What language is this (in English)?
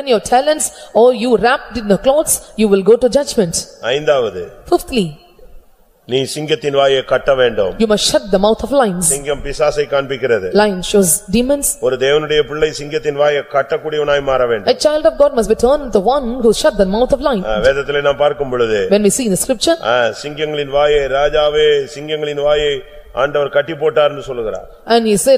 Tamil